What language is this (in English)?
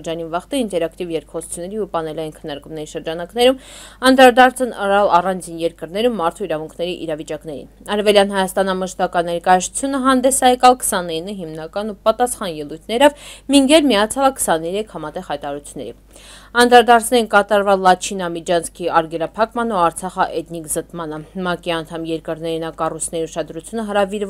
Armenian